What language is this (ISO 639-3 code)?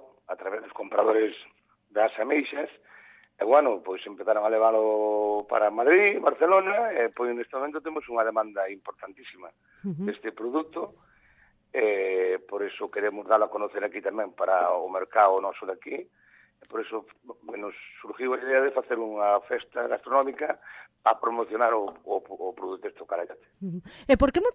glg